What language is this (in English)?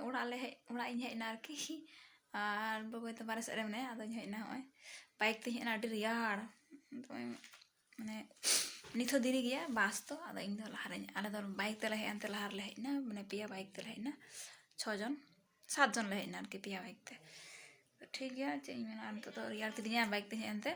Santali